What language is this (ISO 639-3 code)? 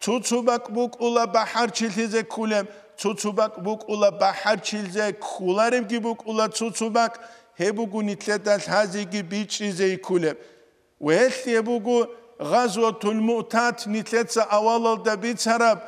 ava